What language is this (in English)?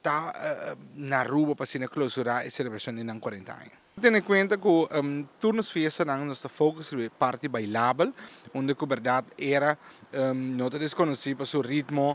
Papiamento